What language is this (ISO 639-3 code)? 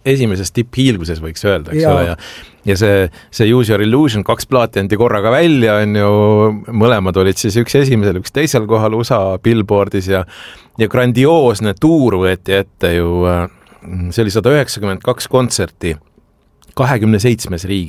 est